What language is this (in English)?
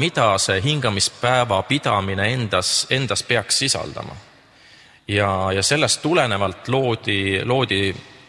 Estonian